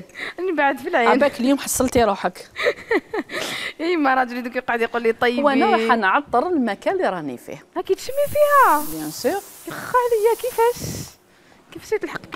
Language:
Algerian Arabic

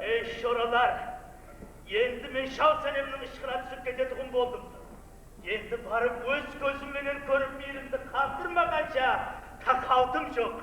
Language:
Kara-Kalpak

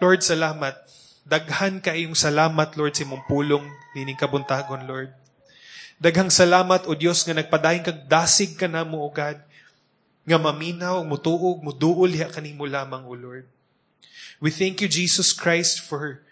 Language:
Cebuano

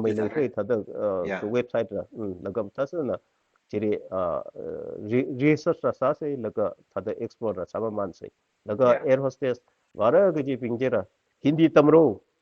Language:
Tangkhul Naga (India)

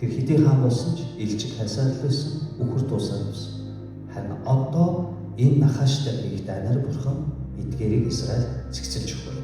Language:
Mongolian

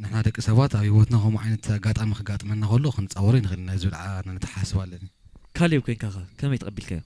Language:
Tigrinya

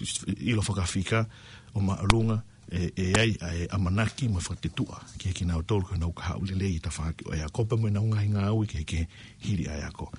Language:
Tongan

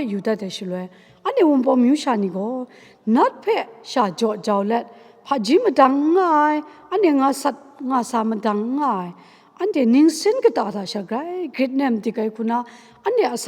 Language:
Kachin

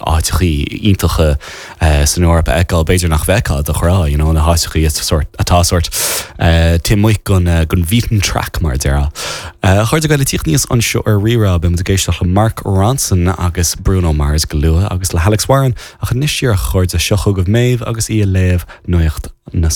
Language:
Irish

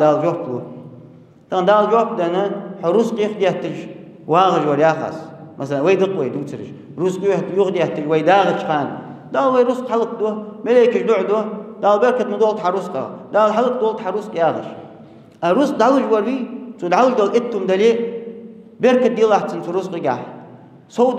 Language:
Ingush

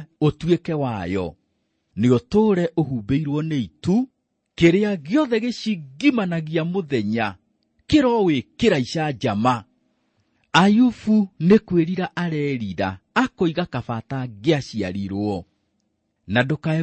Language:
Kikuyu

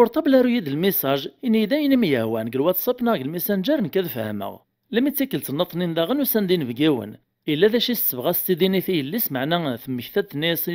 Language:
Kabyle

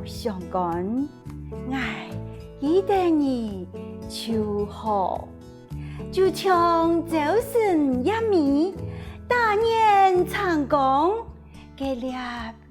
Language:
Hakka Chinese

